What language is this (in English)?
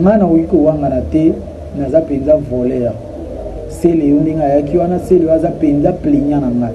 Lingala